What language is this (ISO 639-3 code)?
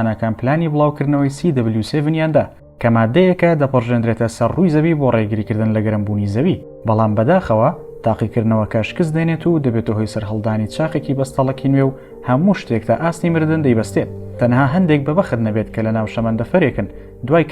ckb